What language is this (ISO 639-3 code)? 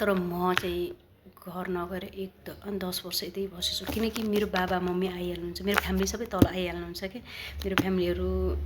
nep